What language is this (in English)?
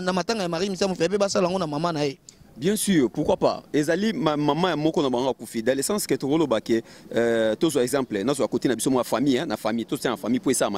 Lingala